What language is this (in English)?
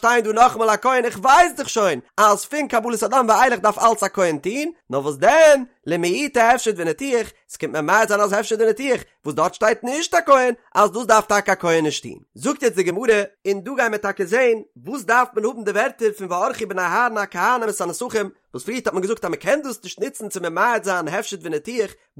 Yiddish